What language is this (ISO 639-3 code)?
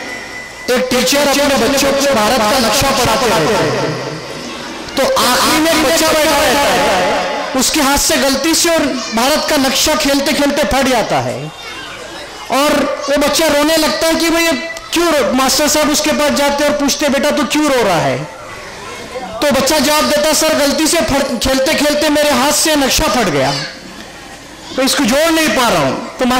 hin